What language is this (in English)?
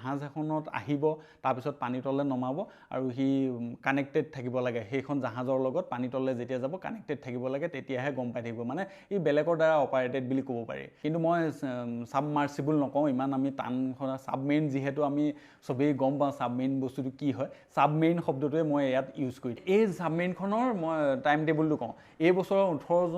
Assamese